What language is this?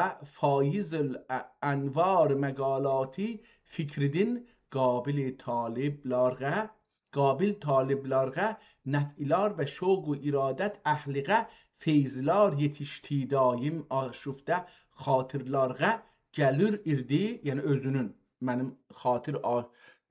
South Azerbaijani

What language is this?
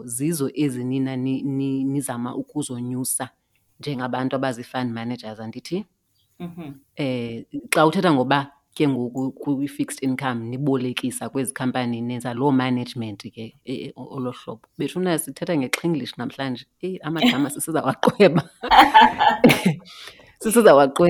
Xhosa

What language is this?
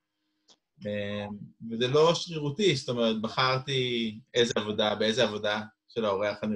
Hebrew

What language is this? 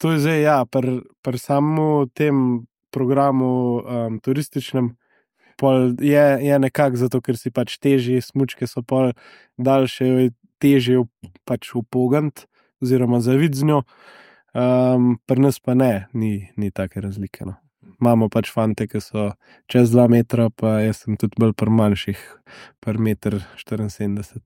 Slovenian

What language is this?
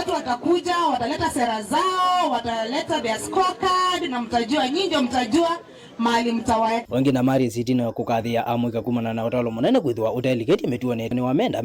Kamba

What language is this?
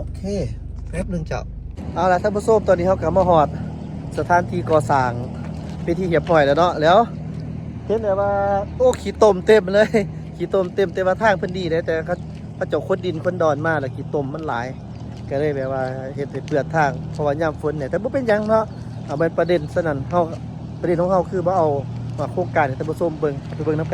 Lao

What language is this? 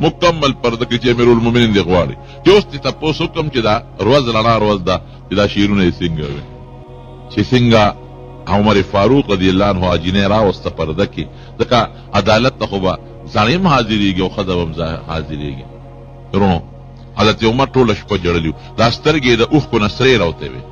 Pashto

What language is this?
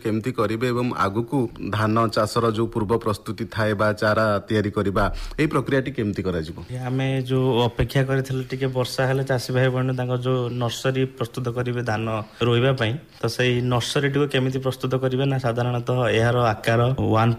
Odia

